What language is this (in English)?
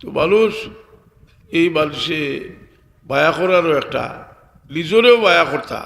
Sylheti